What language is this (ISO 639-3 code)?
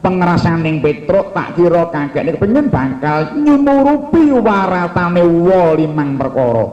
jav